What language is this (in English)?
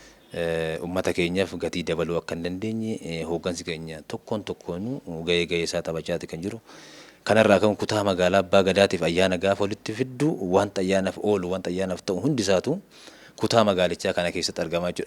Oromo